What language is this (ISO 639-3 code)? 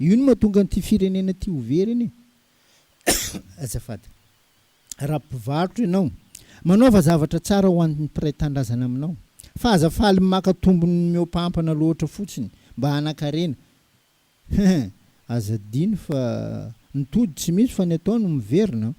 mlg